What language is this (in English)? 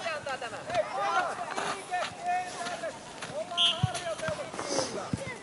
Finnish